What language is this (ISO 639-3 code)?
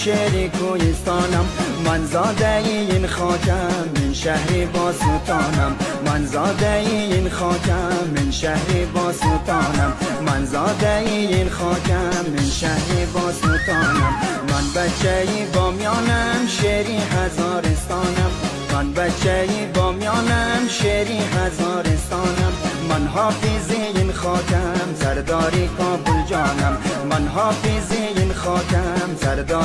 fas